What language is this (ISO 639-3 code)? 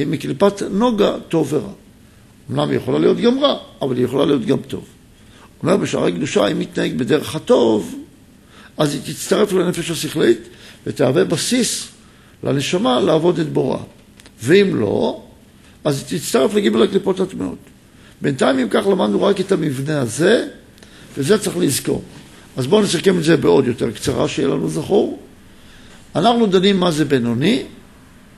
heb